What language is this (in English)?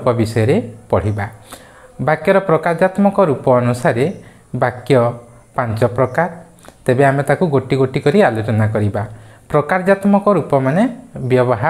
Odia